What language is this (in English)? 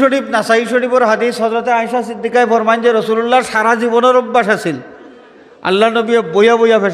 Sylheti